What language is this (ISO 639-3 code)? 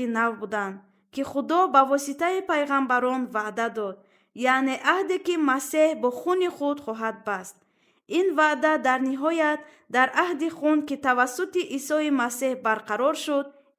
tgk